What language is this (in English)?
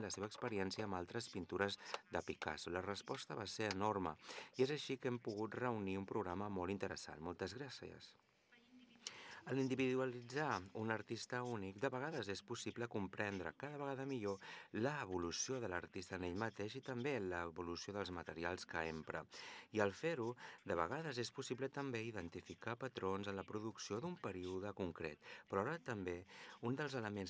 Catalan